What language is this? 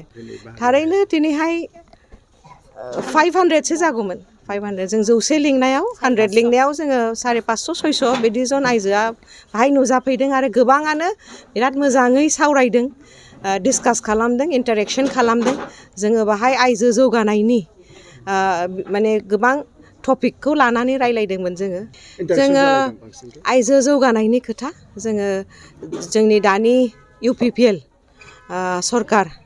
Bodo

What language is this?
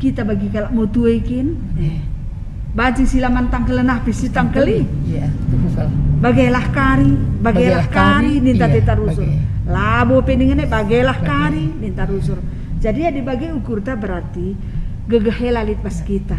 Batak Karo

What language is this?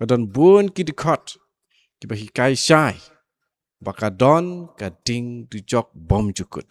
Khasi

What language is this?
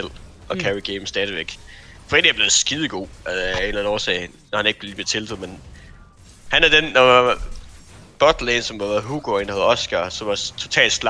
Danish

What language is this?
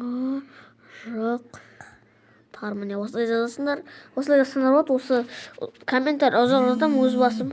Kazakh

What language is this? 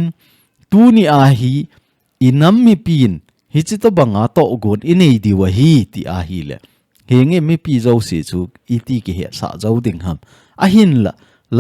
Thado Chin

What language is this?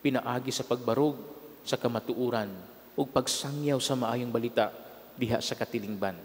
Cebuano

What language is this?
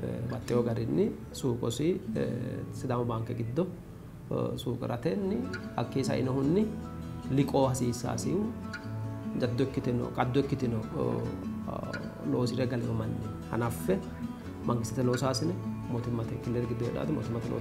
Sidamo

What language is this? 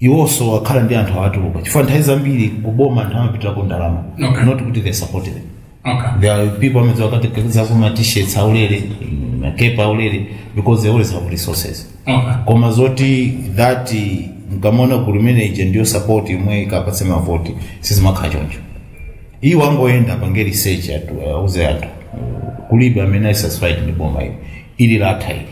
Nyanja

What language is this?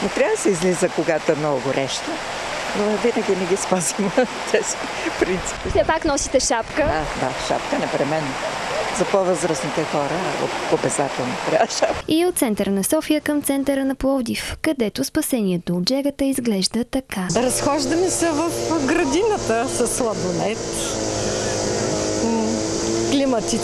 Bulgarian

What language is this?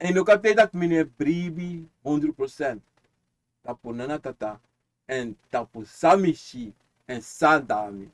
Sranan Tongo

